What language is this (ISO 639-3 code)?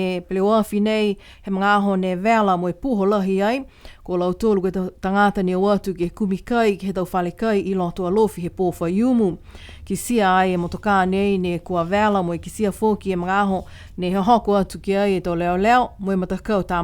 niu